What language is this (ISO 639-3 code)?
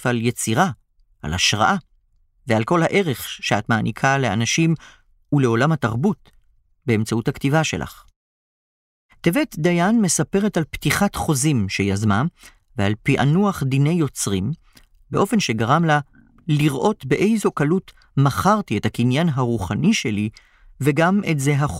heb